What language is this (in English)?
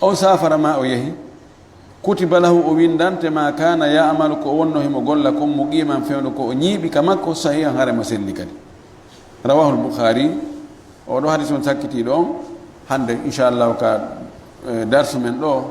Fula